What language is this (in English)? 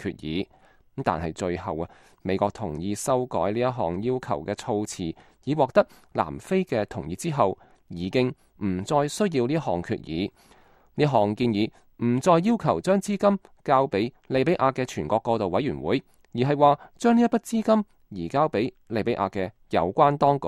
Cantonese